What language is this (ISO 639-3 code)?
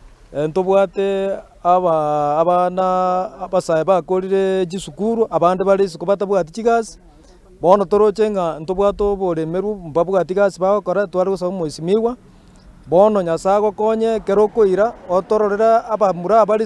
guz